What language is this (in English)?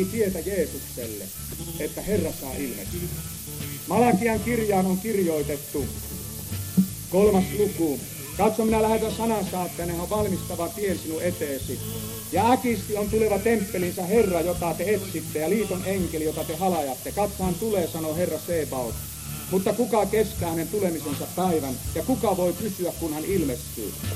Finnish